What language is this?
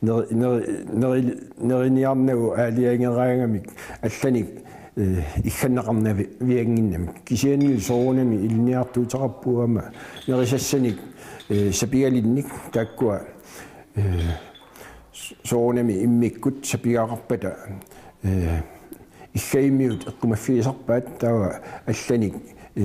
Kalaallisut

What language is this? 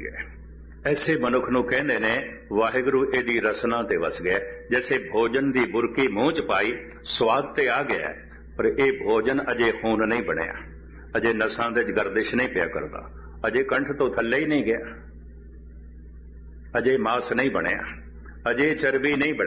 Punjabi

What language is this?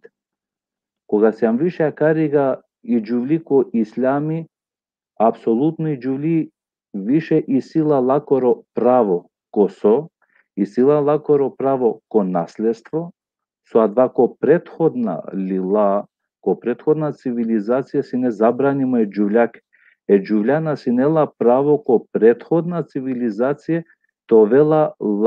Balkan Romani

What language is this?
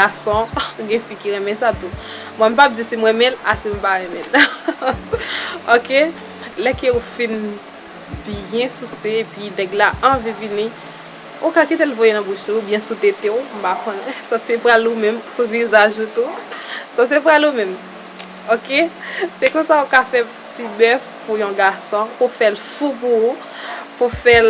Haitian Creole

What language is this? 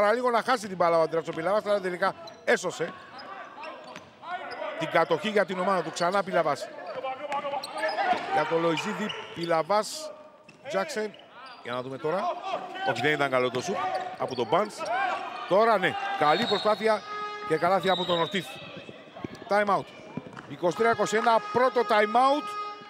Greek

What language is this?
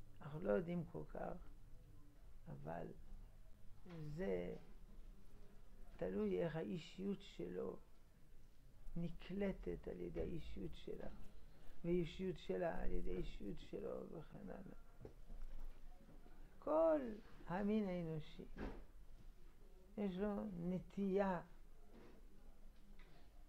Hebrew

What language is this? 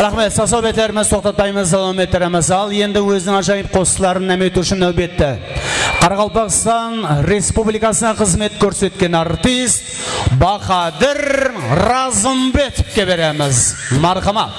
Kara-Kalpak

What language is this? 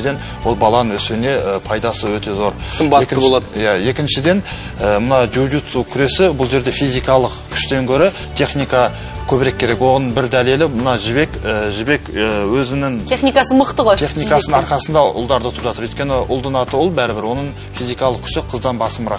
Kazakh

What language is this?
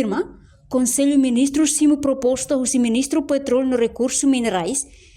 Tetum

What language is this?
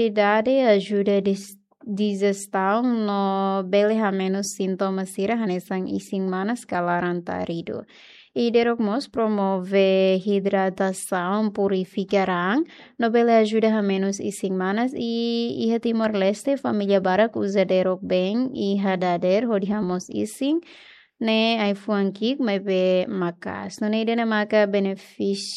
Tetum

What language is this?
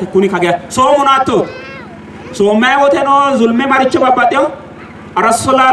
Sidamo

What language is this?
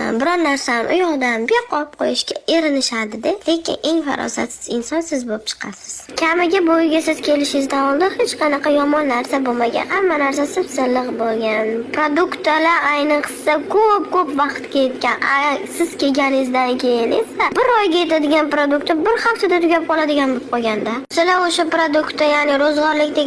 Uzbek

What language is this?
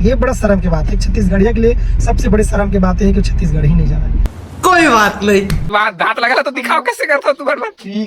Chhattisgarhi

